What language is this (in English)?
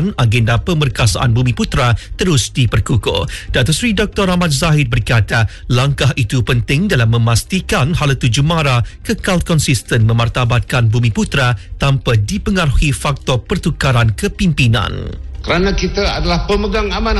Iban